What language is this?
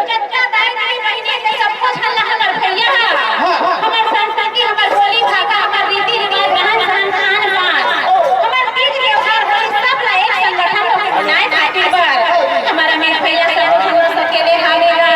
Chhattisgarhi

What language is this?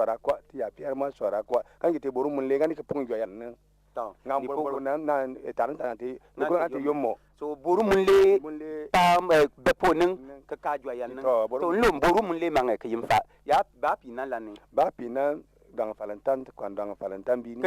Bimoba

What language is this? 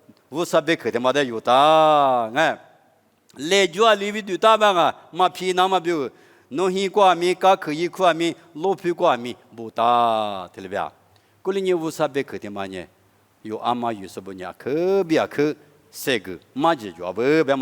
Lisu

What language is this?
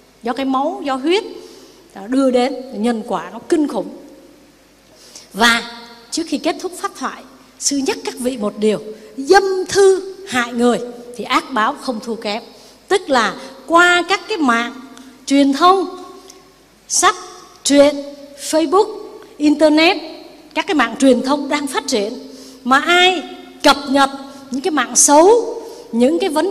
Vietnamese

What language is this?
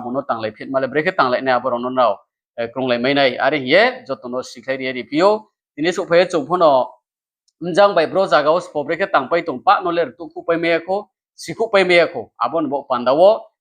Riang (India)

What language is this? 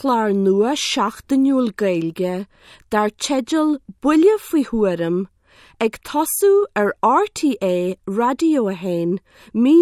Irish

